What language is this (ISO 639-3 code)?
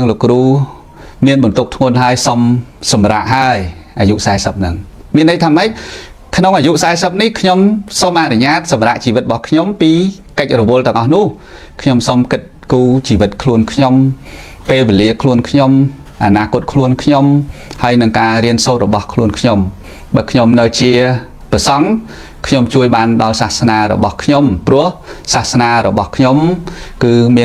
khm